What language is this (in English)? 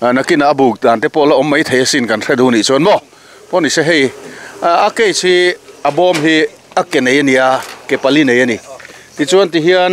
Mizo